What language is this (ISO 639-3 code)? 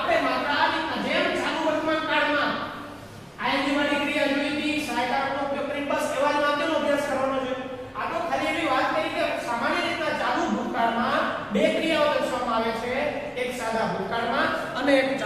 guj